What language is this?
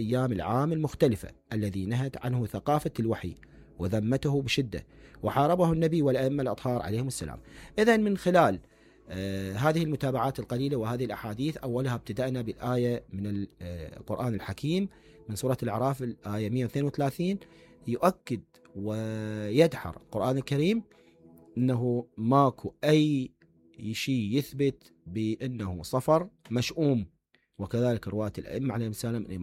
Mesopotamian Arabic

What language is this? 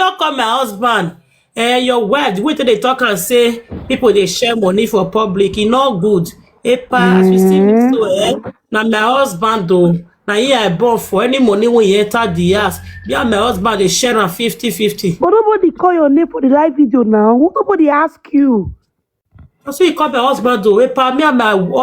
Nigerian Pidgin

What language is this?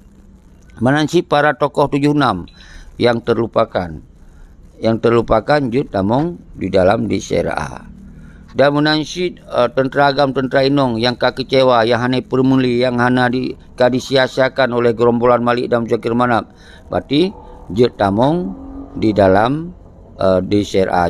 Achinese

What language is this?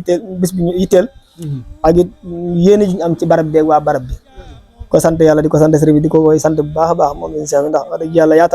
Wolof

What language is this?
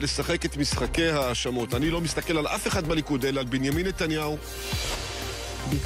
Hebrew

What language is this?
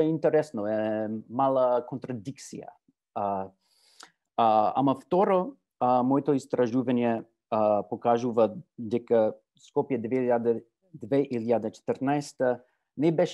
Macedonian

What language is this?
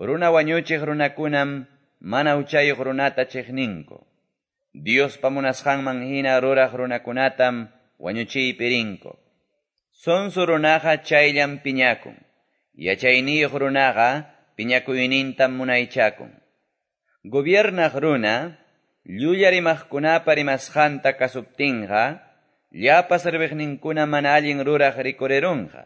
Quechua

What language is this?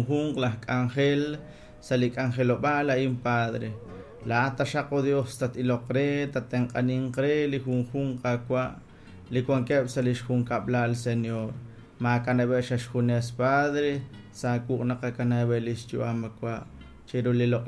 Kekchí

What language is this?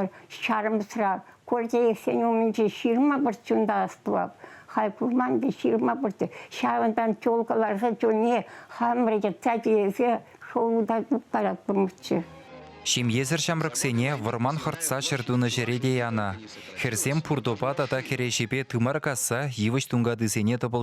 Chuvash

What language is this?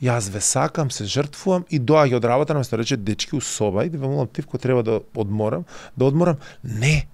Macedonian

